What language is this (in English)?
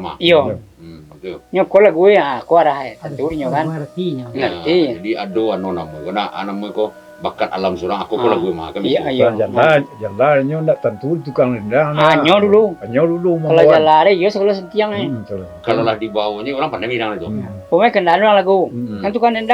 Minangkabau